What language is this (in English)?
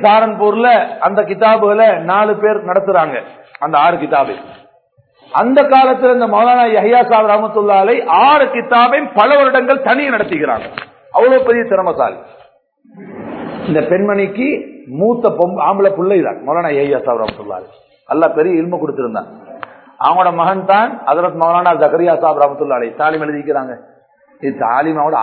Tamil